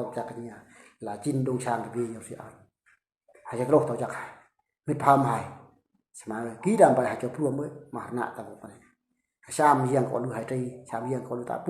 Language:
Eastern Bru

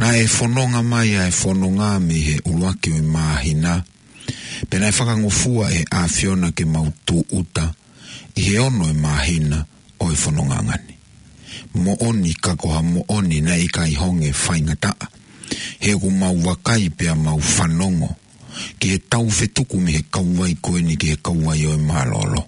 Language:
Tongan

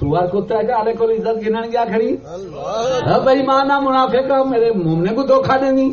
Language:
Saraiki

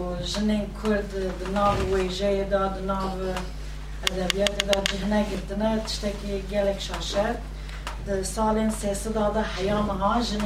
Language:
Kurdish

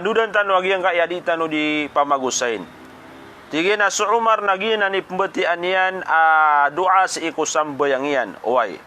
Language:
Maranao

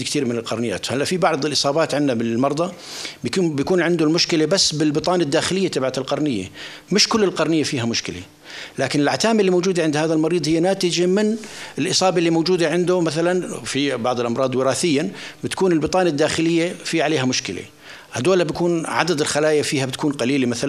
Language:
North Levantine Arabic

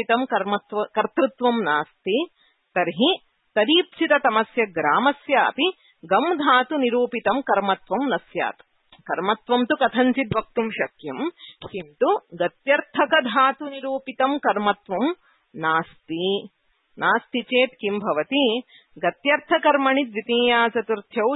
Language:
Sanskrit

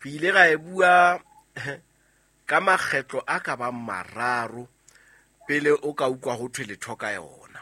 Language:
Southern Sotho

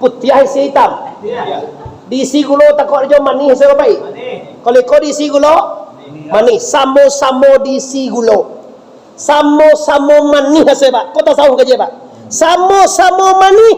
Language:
Minangkabau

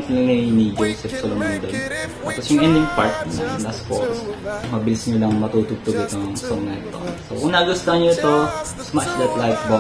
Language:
Filipino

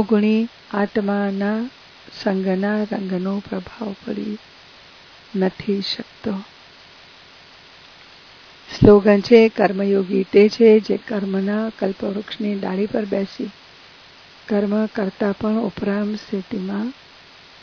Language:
Gujarati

